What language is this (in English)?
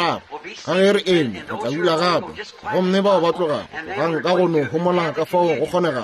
Northern Sotho